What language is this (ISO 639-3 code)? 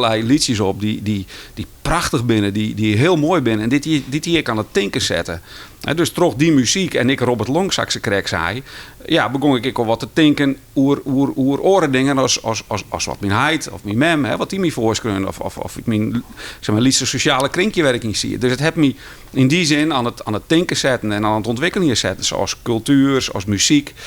fry